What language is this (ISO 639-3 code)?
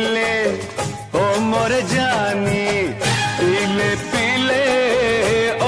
hne